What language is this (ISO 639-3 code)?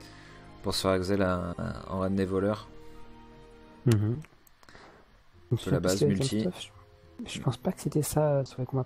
fra